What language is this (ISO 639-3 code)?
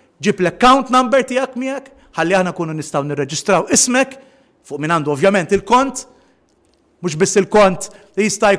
mlt